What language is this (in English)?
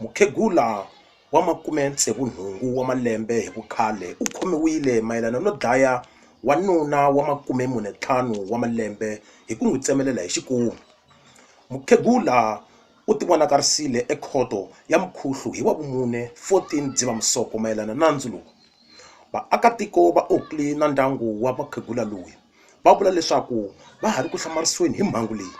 Tsonga